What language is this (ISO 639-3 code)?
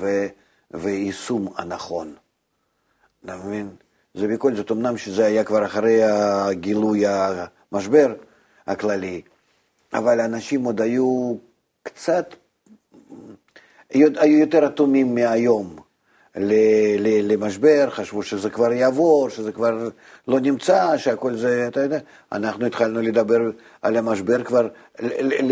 heb